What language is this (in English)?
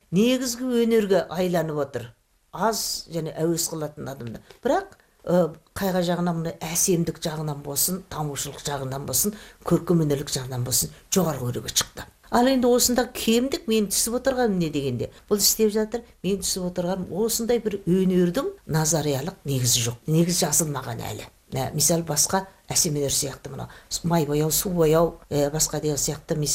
Kazakh